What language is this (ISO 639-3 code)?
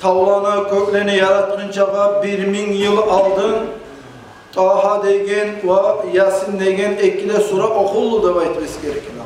kum